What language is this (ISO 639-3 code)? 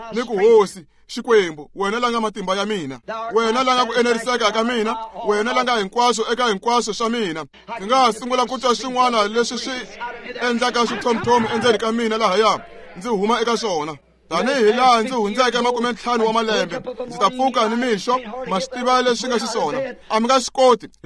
tso